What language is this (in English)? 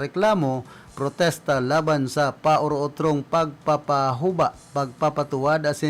Bikol